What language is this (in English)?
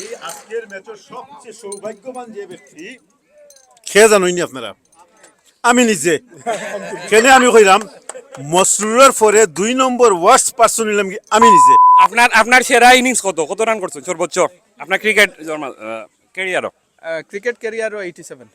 Sylheti